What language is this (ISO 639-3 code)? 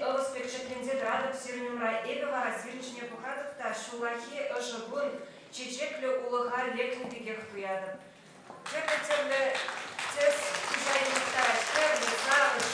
chv